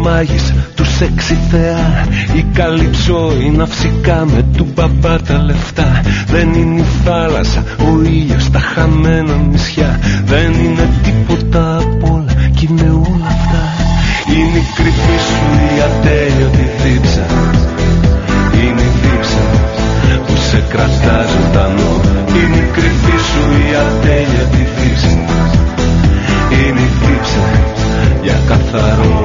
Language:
Greek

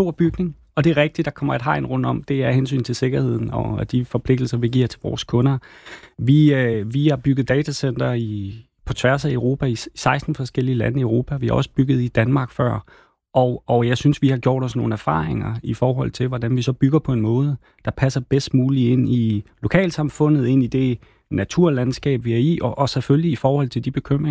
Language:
Danish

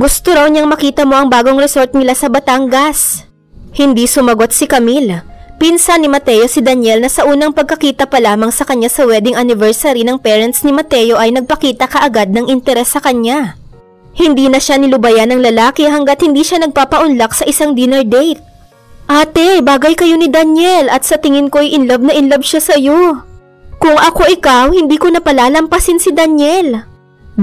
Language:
Filipino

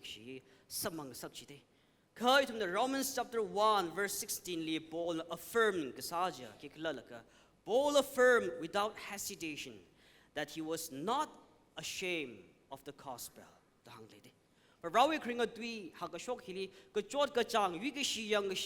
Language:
Tangkhul Naga (India)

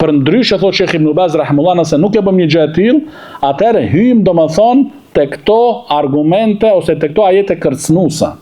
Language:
Albanian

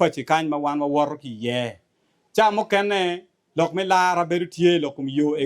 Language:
Acoli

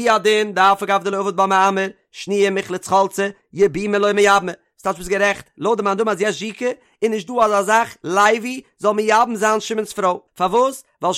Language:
Yiddish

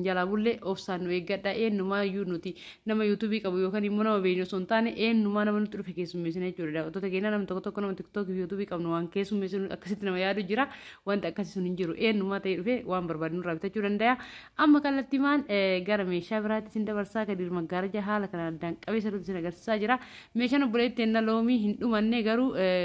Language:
Oromo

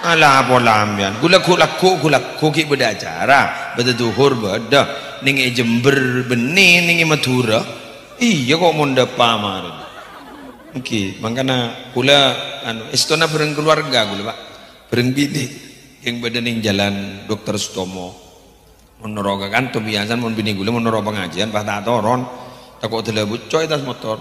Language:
Madurese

